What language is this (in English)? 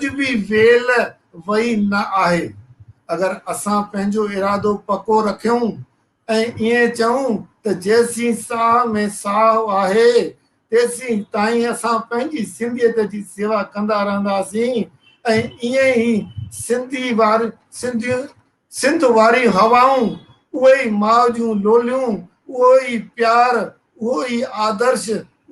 Sindhi